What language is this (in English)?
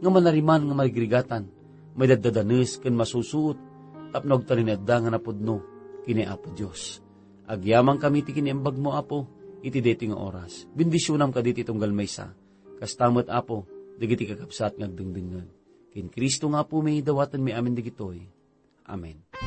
Iloko